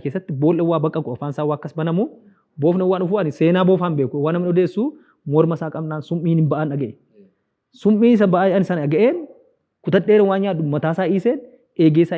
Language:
Oromo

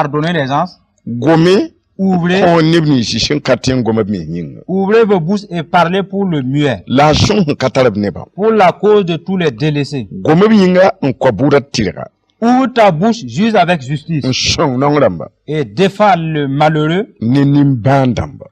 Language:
Mossi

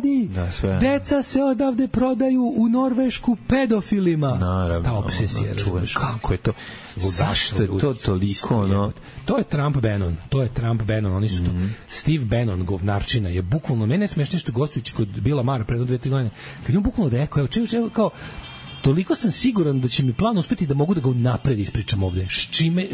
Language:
Serbian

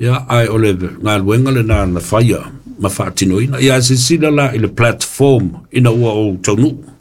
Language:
Samoan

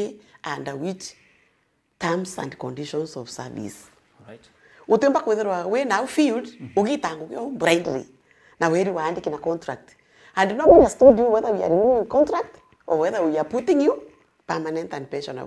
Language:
Meru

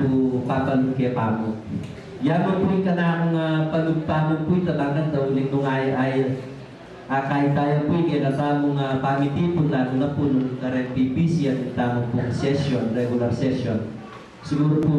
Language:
Pampanga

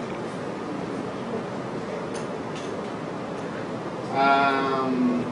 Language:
Italian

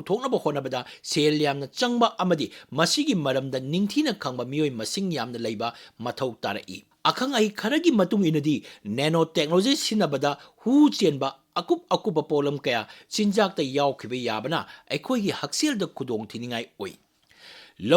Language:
Manipuri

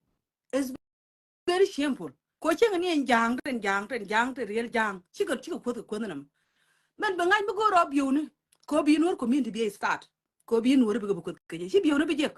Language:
Nuer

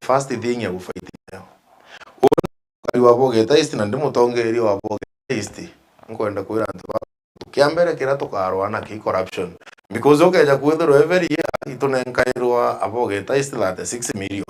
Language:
Meru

